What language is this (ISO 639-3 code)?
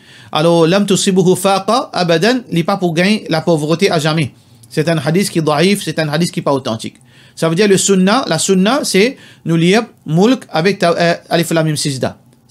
mfe